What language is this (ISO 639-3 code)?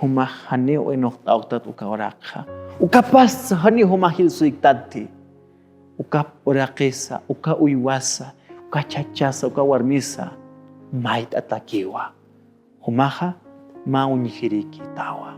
aym